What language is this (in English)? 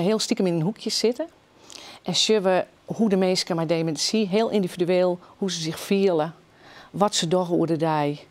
Western Frisian